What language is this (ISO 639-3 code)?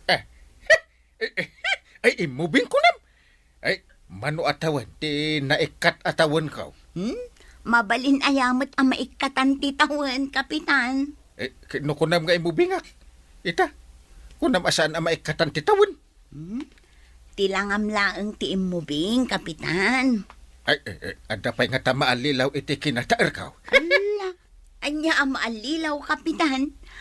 ilo